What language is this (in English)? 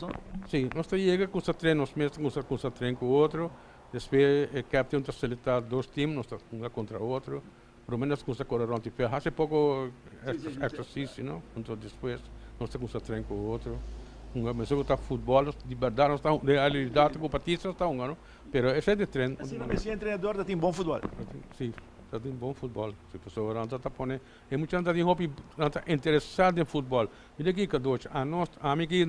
Papiamento